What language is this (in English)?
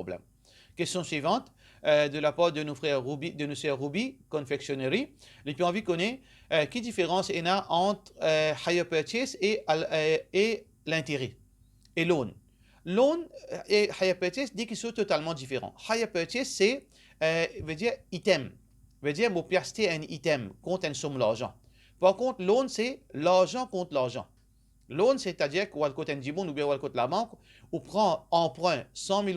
Morisyen